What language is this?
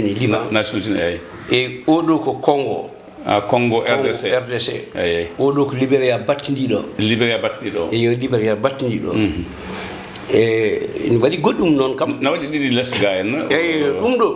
Fula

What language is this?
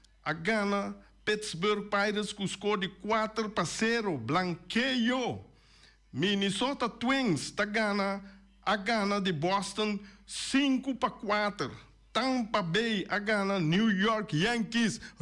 Papiamento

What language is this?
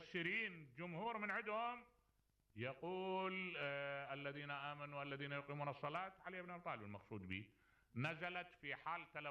Mesopotamian Arabic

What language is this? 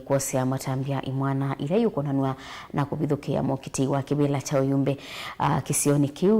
Kamba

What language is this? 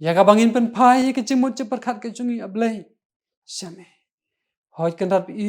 Khasi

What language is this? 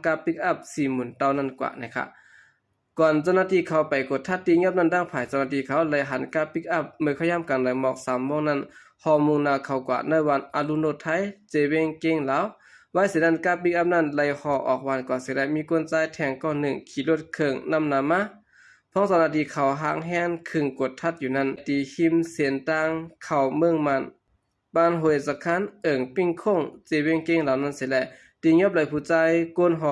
Shan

